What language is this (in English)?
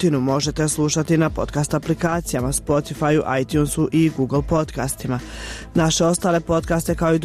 Croatian